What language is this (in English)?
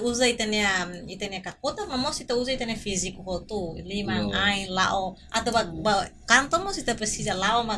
Tetum